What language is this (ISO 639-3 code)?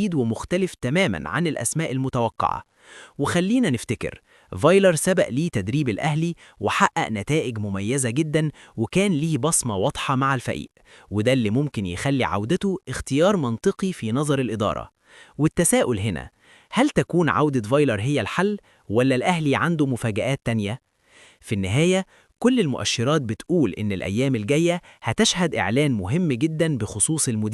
arz